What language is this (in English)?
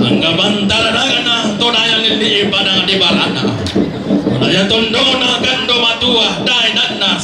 Toraja-Sa'dan